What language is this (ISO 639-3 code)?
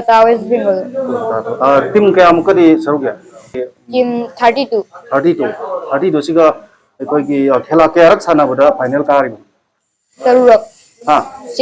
mni